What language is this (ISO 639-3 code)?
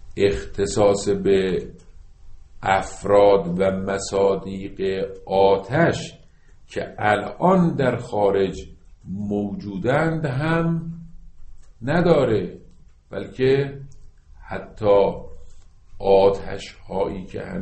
fas